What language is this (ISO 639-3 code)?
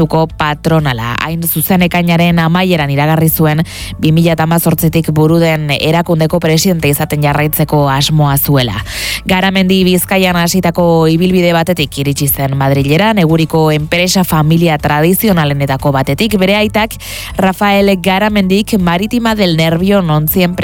eus